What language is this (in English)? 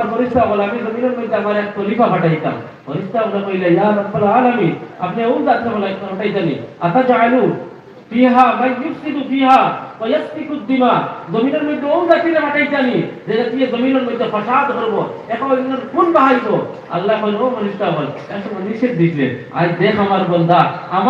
Sylheti